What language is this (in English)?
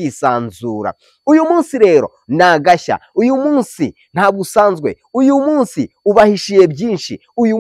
Kinyarwanda